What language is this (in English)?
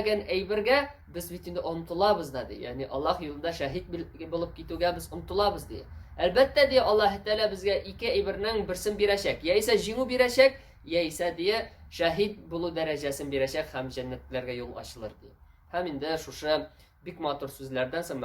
Tatar